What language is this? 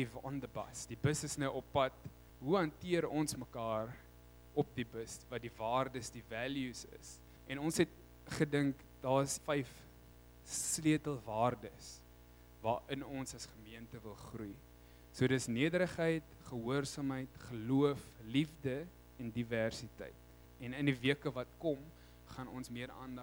Afrikaans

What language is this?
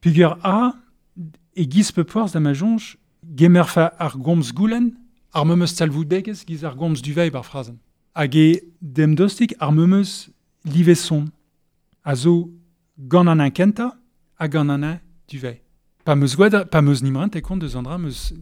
Breton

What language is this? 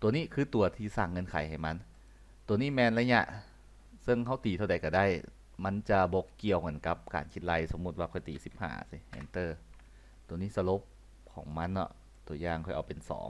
Lao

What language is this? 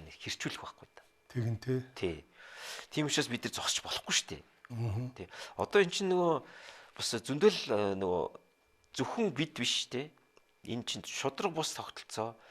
Mongolian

